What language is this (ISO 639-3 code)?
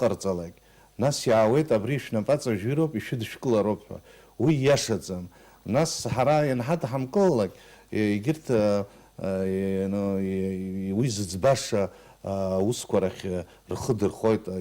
abk